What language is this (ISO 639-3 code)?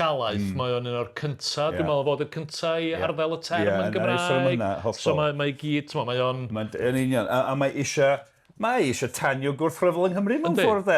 cym